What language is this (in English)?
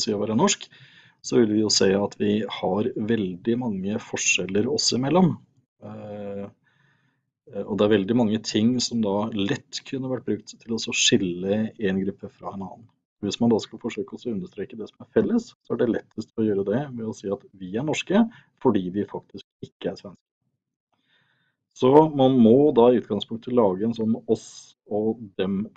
Norwegian